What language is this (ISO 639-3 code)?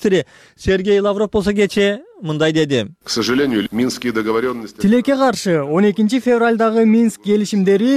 kir